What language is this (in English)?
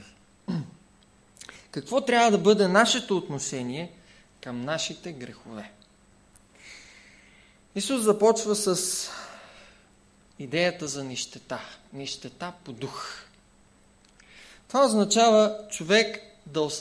Bulgarian